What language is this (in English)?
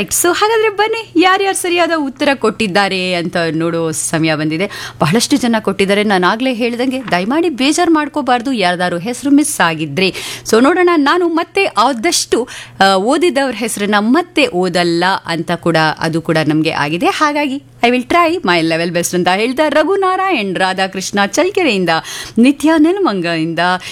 Kannada